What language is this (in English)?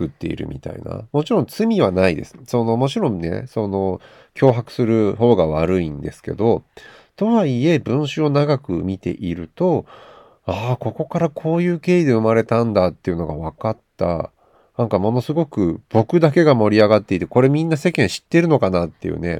Japanese